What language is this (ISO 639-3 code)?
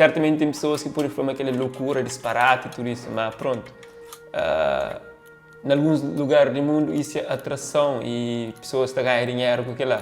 kea